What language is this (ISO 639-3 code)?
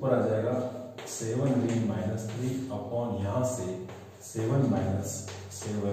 hin